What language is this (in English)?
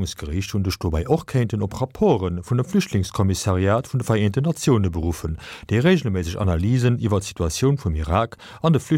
Luxembourgish